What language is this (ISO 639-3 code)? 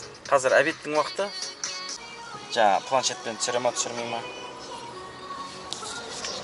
kaz